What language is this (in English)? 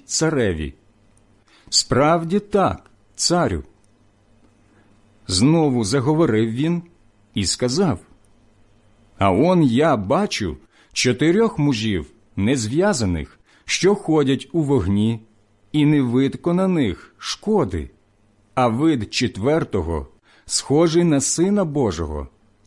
Ukrainian